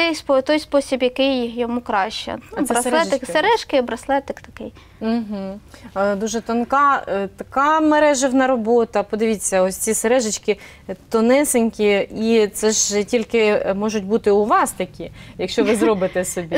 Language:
Ukrainian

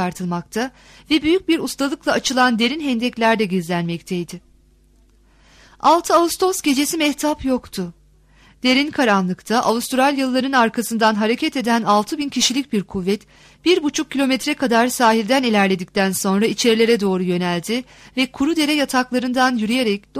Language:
Turkish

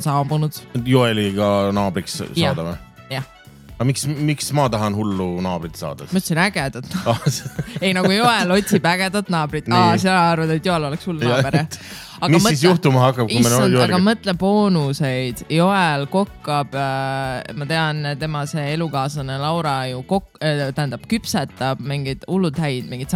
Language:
Estonian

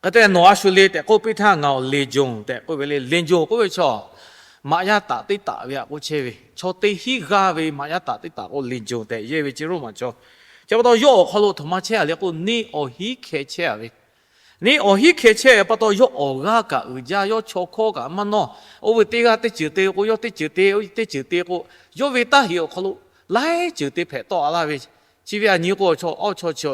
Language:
Lahu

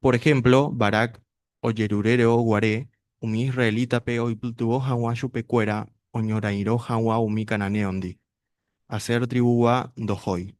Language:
Guarani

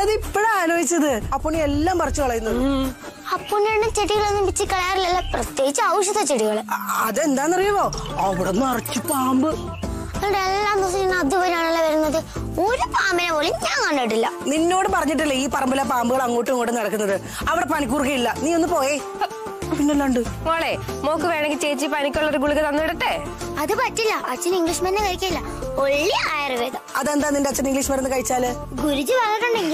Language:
Malayalam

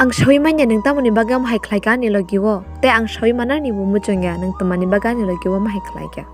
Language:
Kok Borok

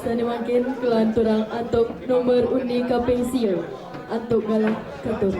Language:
Balinese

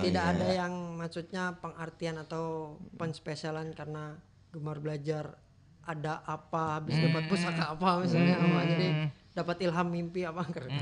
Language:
Banjar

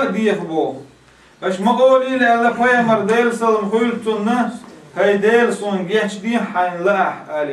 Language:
Chechen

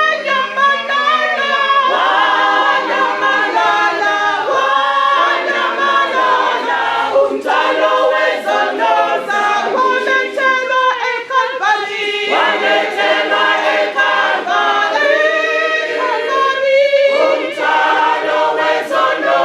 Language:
North Ndebele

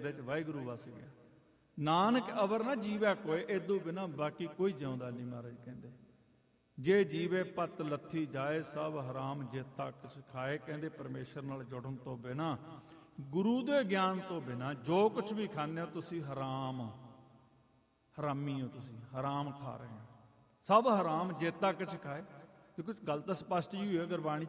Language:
Punjabi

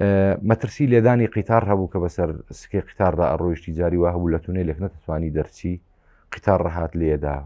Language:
Central Kurdish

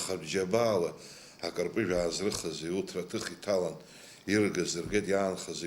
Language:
Abkhazian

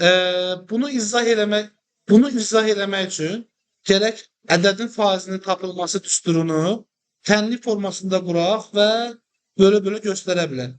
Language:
Azerbaijani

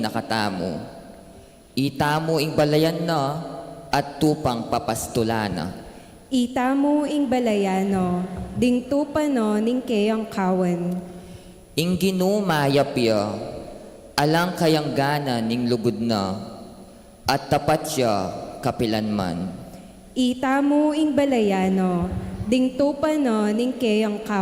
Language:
Pampanga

